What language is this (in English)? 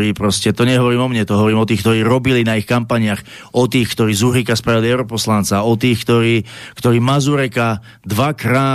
Slovak